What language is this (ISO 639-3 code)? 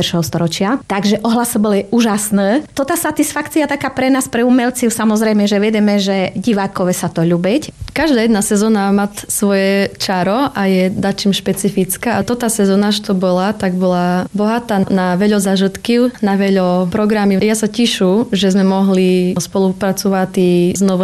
slk